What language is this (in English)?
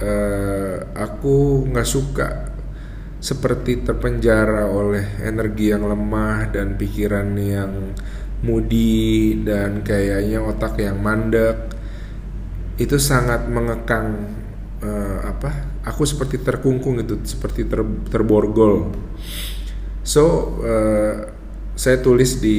Indonesian